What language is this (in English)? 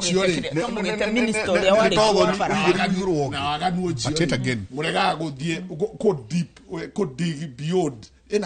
Kikuyu